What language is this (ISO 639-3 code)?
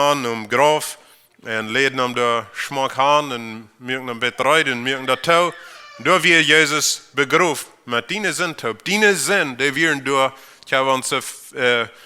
pdt